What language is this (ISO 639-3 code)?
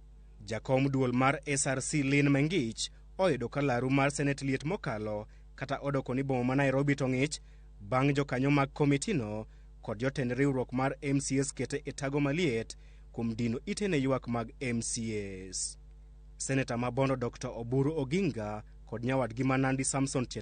luo